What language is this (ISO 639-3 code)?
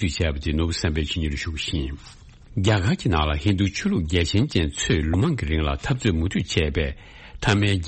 bod